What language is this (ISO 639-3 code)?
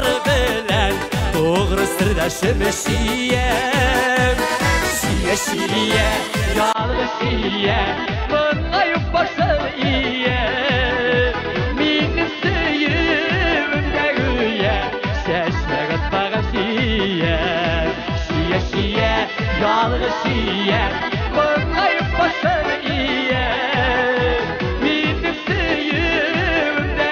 tat